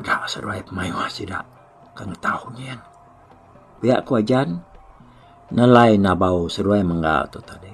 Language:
Iban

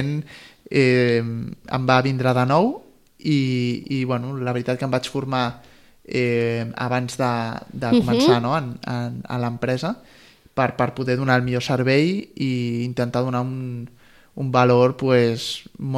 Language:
Catalan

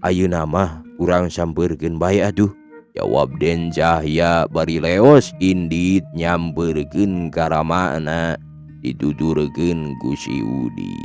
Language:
Sundanese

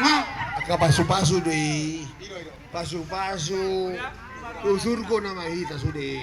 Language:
Batak Toba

